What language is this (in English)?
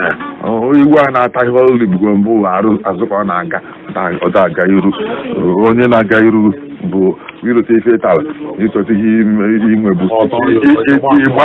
Igbo